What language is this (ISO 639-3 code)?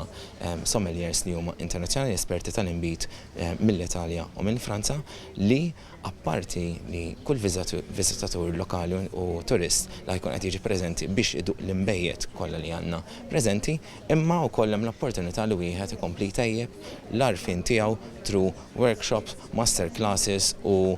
mlt